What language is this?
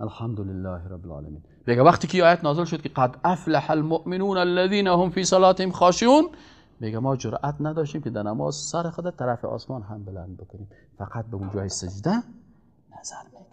Persian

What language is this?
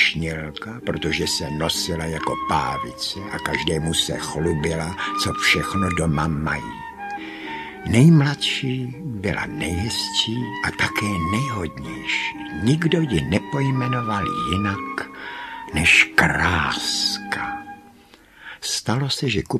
Czech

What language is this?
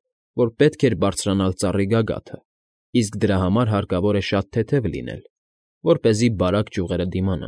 Armenian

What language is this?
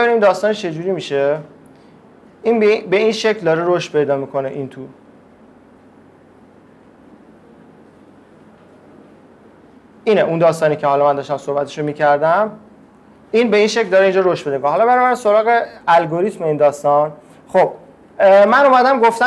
Persian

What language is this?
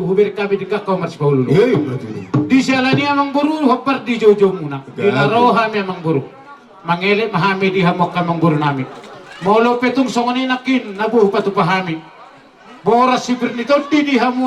Batak Toba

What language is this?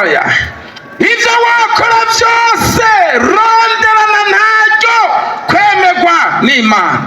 Rundi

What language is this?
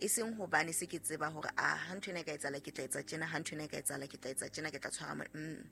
Southern Sotho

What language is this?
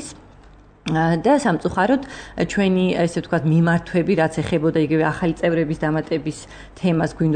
Georgian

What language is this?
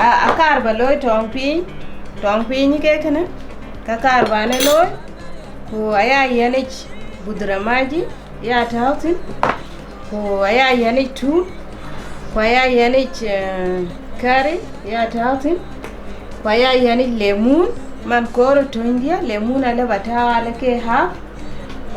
Dinka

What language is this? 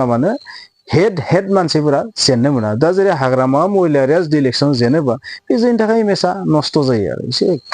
Bodo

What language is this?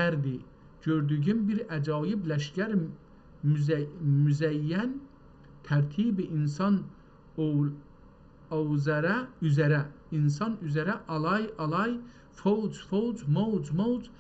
South Azerbaijani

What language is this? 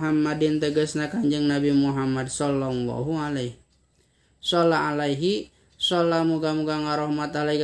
Sundanese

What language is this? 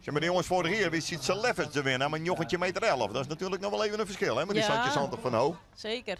Western Frisian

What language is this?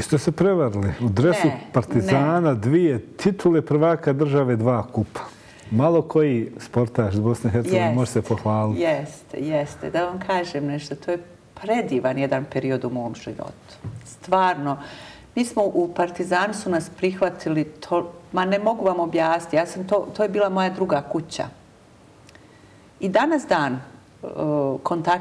Bosnian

